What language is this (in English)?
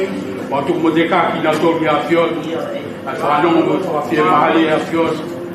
Tongan